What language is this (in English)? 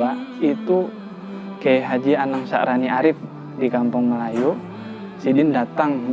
Banjar